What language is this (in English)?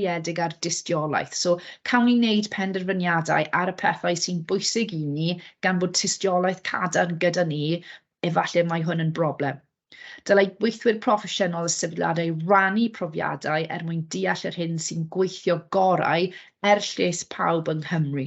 Welsh